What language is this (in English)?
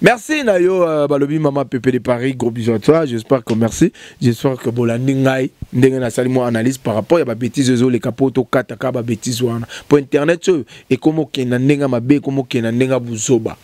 Lingala